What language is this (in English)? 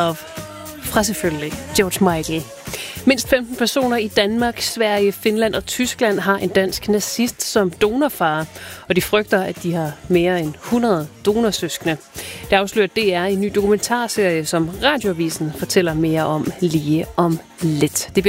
Danish